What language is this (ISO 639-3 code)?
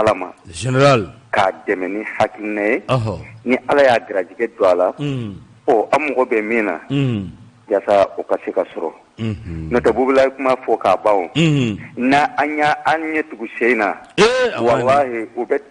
bam